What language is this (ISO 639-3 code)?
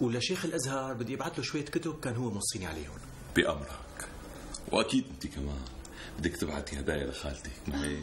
apc